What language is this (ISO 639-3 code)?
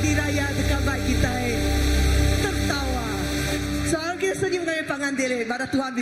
iba